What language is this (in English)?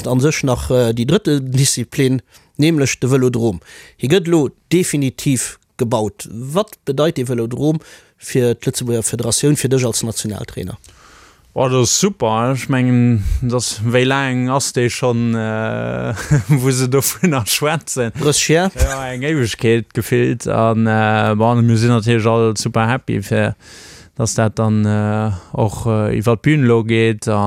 Luxembourgish